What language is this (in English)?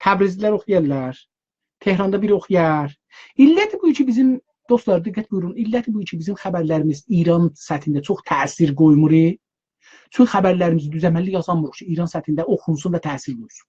South Azerbaijani